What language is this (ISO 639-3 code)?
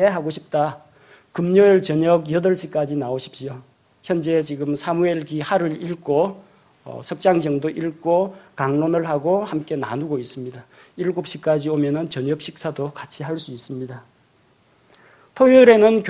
kor